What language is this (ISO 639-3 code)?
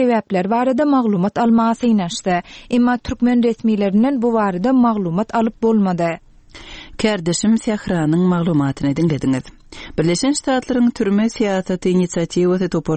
tuk